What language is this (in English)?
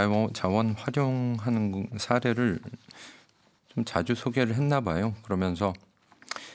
Korean